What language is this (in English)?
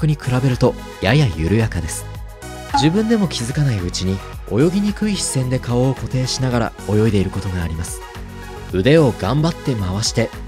Japanese